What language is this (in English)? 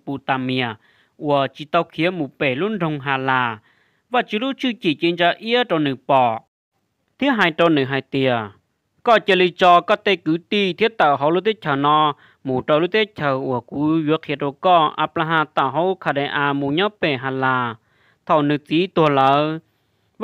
Hmong